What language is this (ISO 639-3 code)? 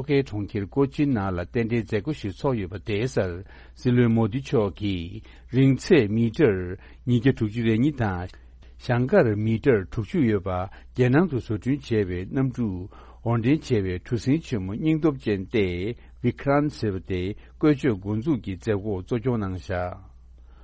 bod